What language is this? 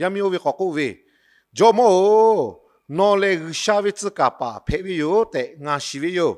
Lahu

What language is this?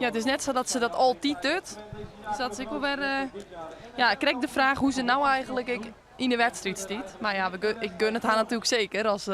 Western Frisian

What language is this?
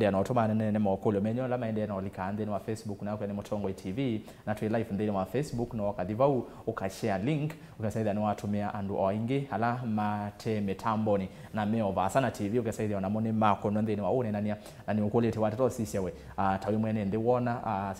Kamba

